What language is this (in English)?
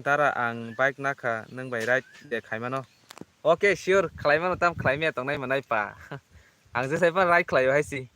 Kok Borok